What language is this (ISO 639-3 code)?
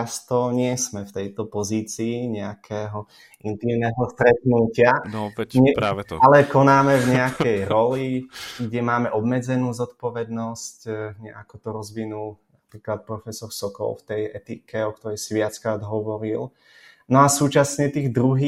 slk